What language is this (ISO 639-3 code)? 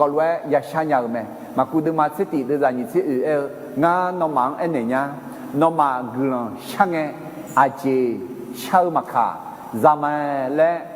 ahk